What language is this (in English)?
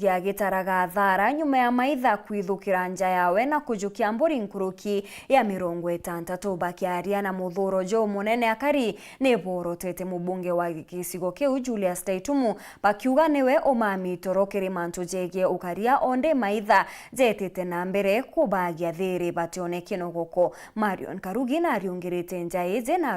Meru